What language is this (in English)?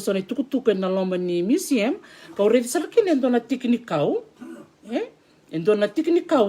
Fijian